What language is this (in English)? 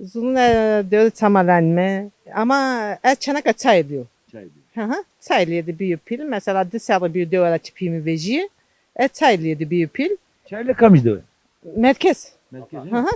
Zaza